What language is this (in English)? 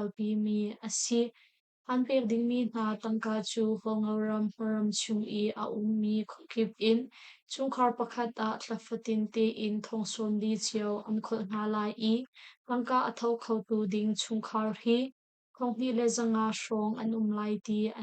Hakha Chin